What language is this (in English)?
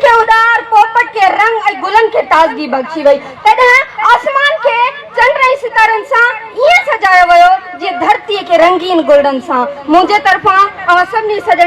Sindhi